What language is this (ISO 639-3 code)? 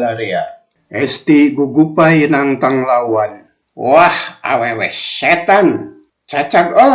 sun